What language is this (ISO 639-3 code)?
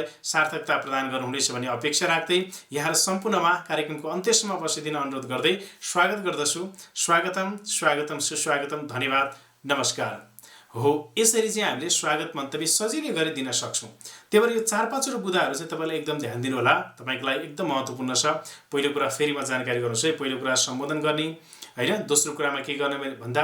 nep